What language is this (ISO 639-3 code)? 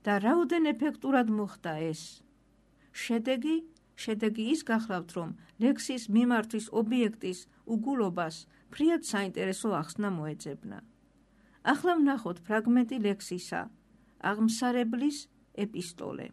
kat